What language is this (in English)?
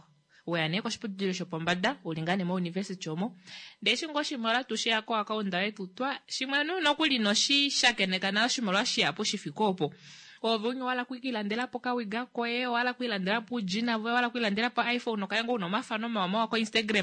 Kuanyama